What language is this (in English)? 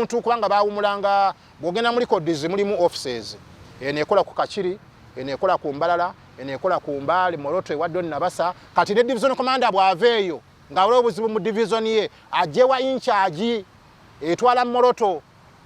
Ganda